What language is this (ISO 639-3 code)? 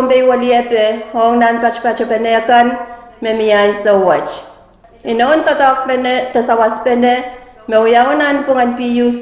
pon